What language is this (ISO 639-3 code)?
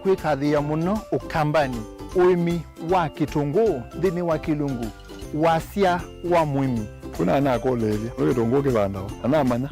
kam